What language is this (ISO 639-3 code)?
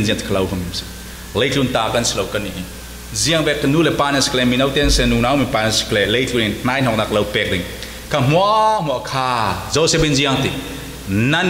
cfm